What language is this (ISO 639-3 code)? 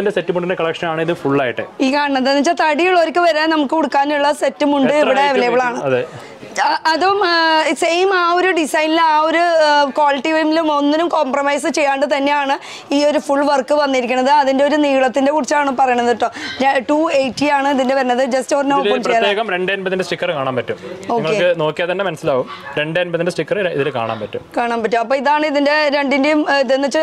mal